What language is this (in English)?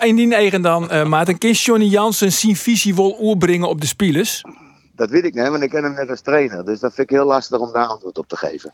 Western Frisian